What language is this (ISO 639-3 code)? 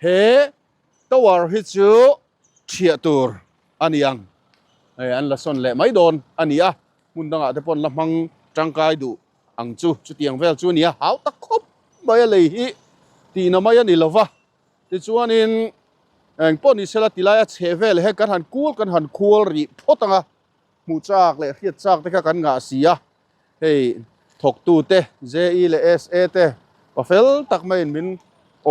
lus